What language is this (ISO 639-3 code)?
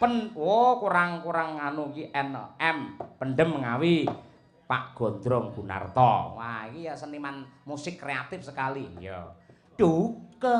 jav